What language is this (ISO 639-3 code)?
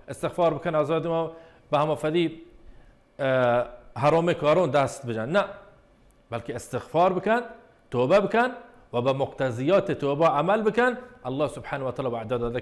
bal